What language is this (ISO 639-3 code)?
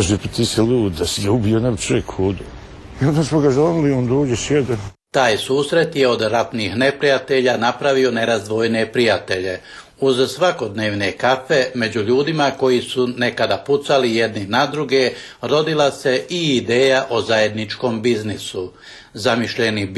bos